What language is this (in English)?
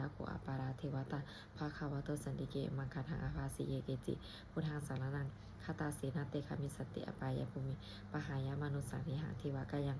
Pali